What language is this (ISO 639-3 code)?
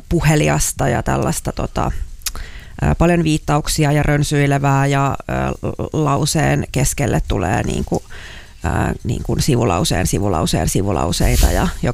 fin